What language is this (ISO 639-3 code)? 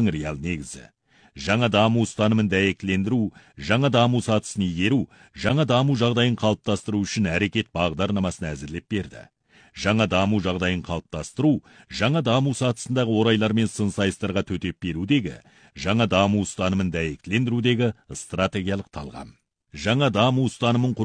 kaz